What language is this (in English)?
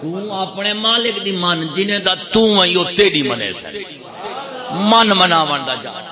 Saraiki